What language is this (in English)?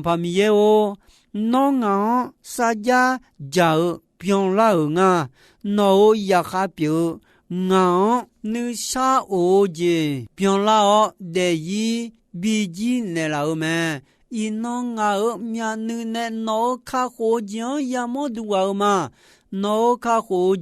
Akha